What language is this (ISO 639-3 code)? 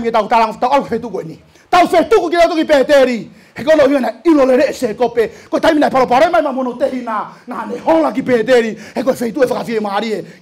ton